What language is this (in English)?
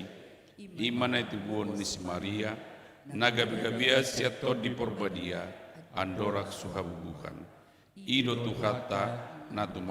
Batak Toba